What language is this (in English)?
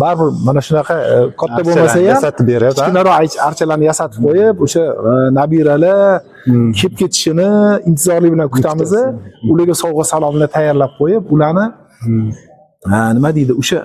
Uzbek